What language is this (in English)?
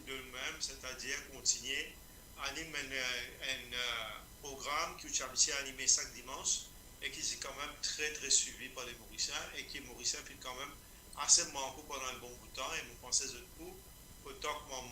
Morisyen